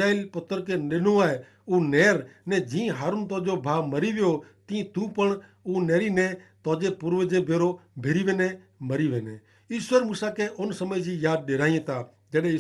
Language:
Kachhi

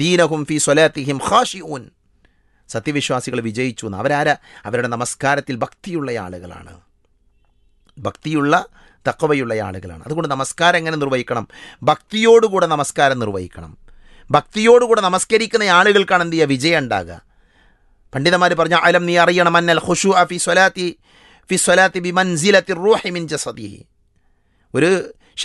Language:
Malayalam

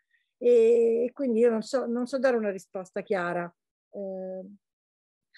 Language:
Italian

